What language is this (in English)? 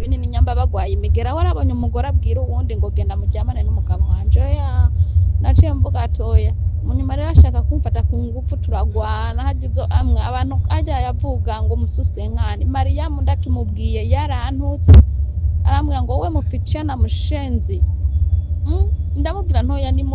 Rundi